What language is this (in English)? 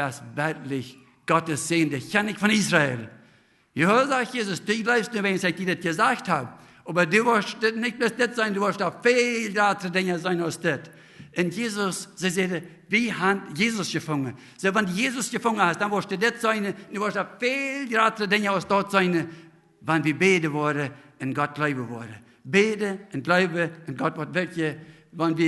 Plautdietsch